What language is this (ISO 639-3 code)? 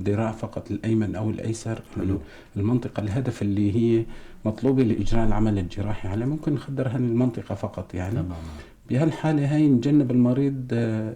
apc